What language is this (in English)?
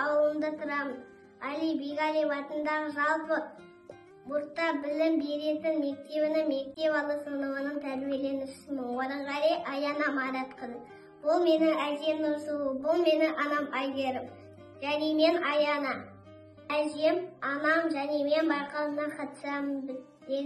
Kazakh